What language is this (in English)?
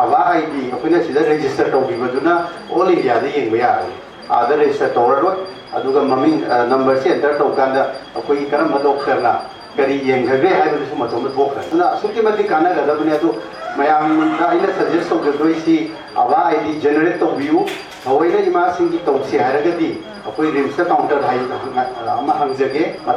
Manipuri